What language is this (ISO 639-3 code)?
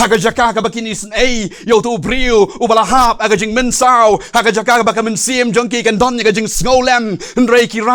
kha